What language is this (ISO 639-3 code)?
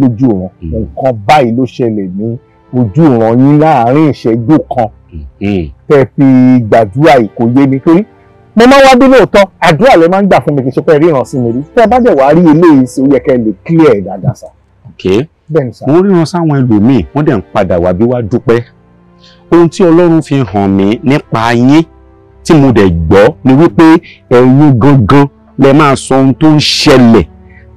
yor